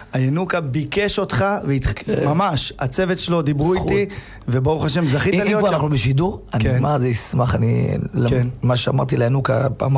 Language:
Hebrew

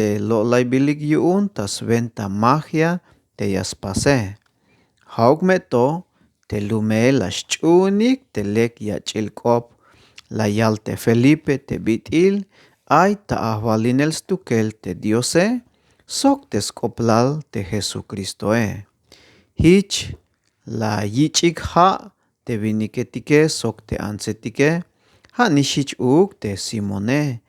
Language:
Tzeltal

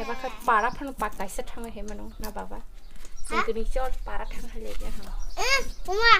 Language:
Kok Borok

